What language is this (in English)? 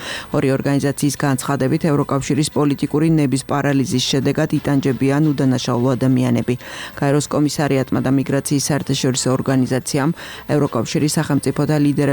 Georgian